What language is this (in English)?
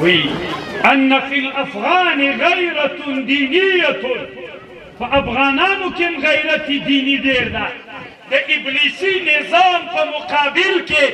Pashto